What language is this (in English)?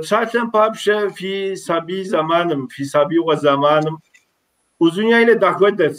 Kabardian